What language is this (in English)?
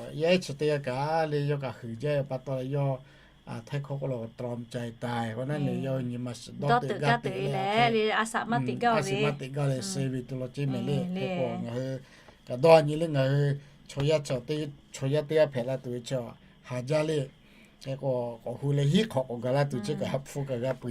Lahu